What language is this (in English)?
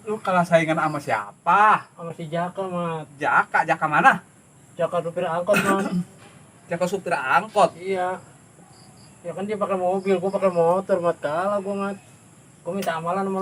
Betawi